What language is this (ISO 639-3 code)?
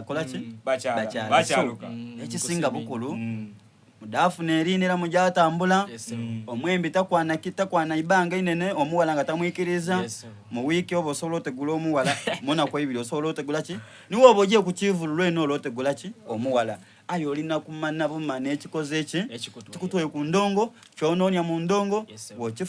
xog